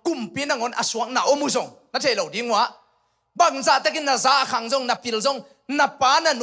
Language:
Tedim Chin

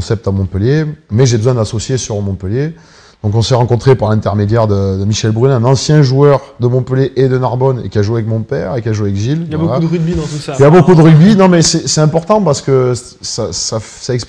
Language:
French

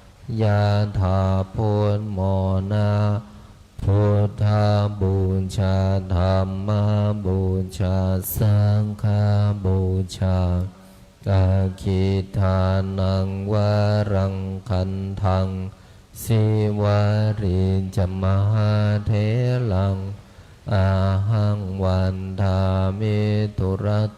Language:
Pali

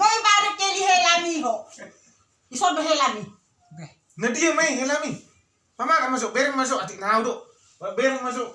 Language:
Batak Toba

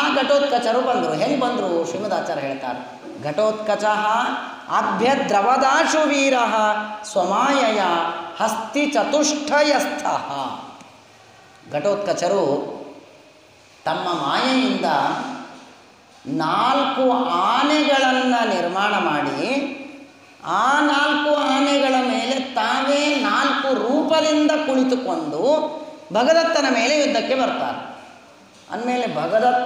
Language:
Kannada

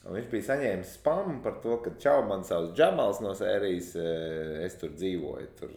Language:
Latvian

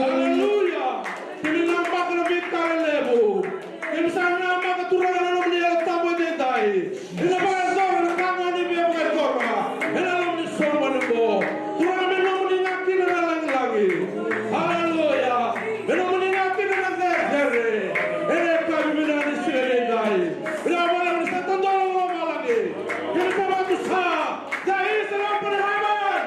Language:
Fijian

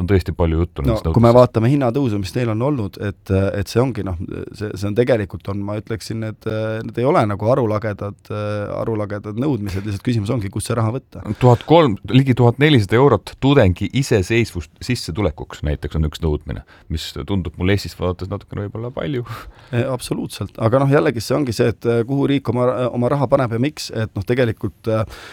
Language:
Estonian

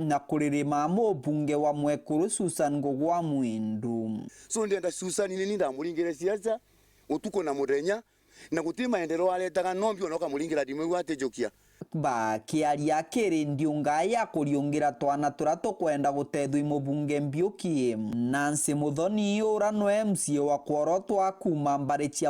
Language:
Meru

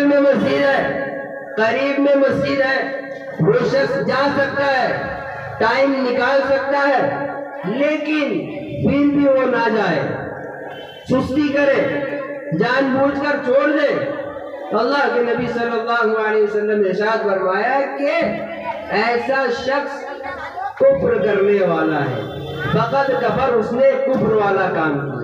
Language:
Urdu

